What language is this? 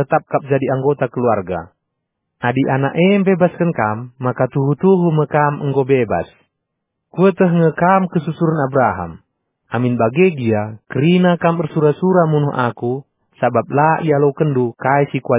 Batak Karo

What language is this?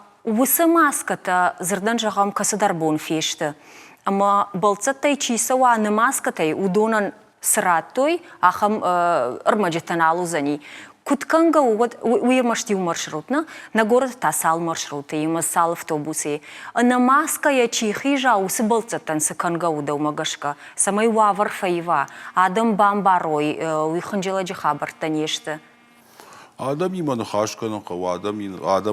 Ossetic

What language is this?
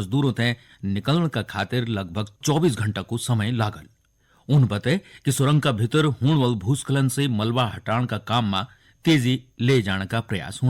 Garhwali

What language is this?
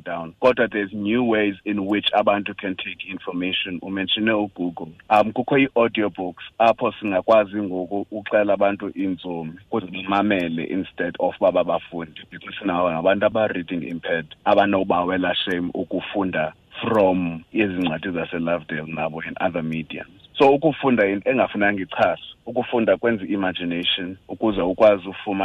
Xhosa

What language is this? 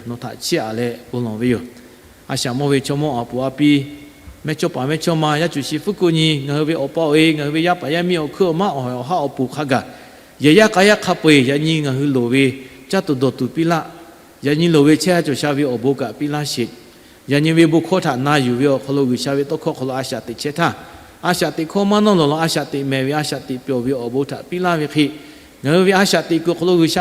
Lahu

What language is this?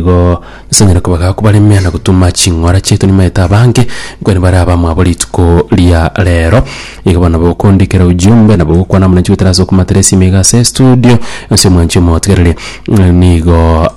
Gusii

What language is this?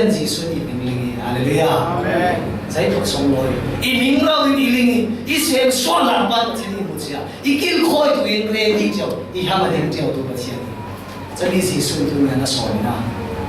Falam Chin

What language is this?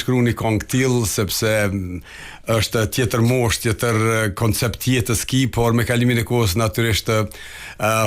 Albanian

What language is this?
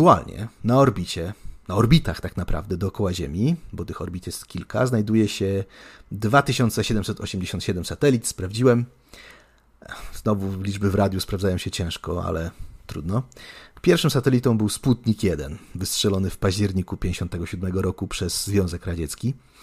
Polish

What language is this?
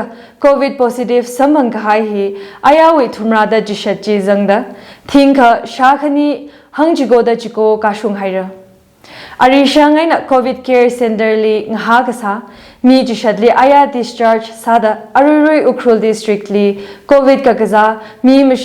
Tangkhul Naga (India)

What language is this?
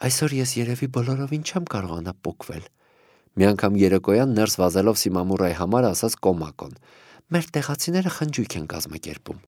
Armenian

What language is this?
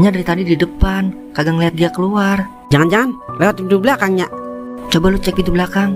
Betawi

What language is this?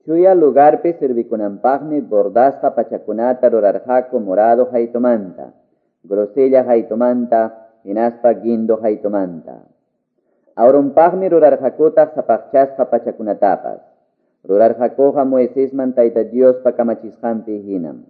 Quechua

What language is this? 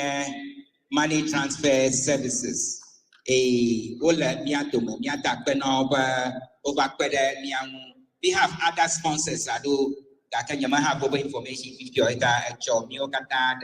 Ewe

